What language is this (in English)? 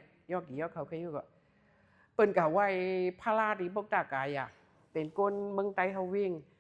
Shan